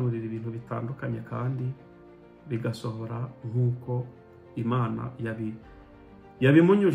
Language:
Kinyarwanda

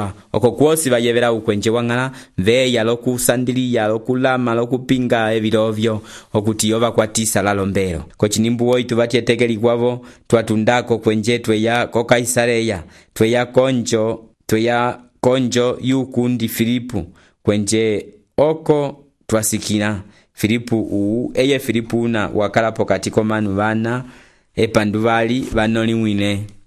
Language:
Umbundu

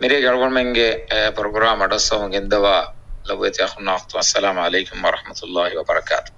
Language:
Divehi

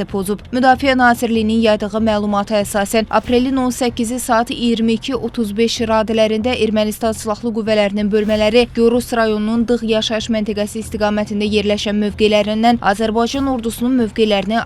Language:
Azerbaijani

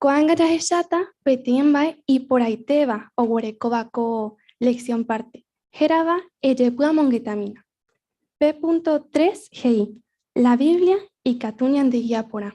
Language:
Guarani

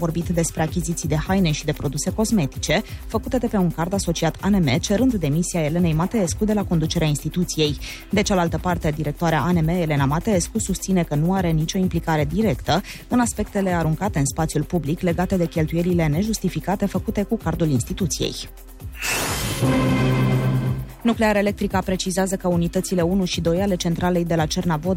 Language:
Romanian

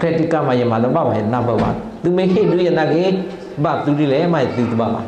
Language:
S'gaw Karen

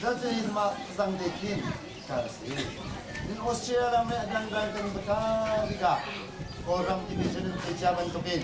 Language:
Hakha Chin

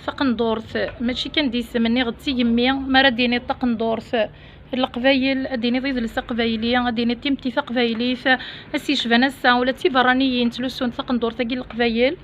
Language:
Kabyle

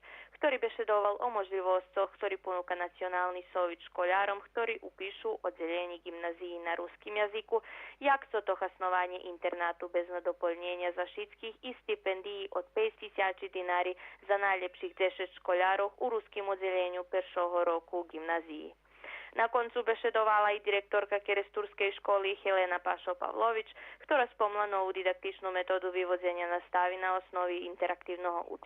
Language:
Rusyn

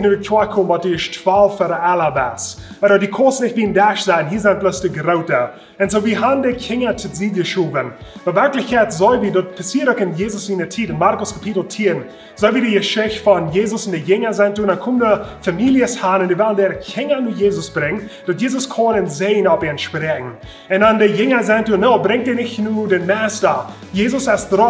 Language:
Plautdietsch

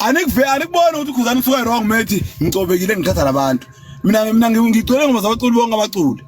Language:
Zulu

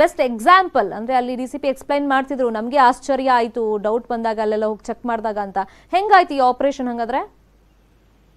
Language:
Kannada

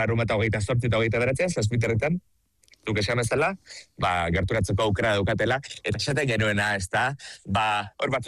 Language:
Basque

